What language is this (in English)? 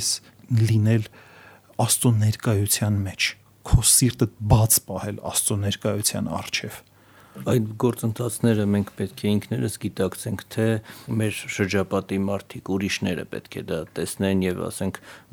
Armenian